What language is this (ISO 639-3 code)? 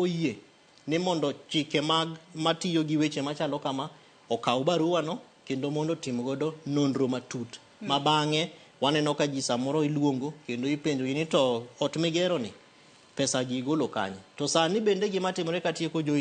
luo